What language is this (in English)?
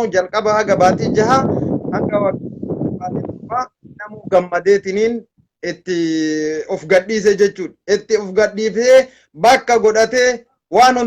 Oromo